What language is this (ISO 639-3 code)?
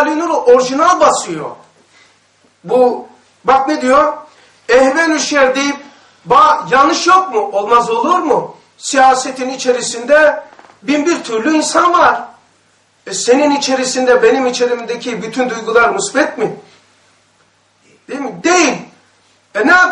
tur